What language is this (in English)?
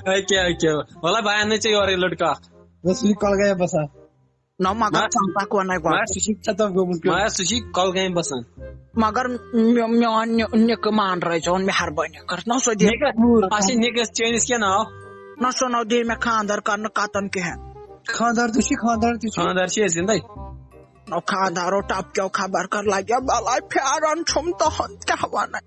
Kashmiri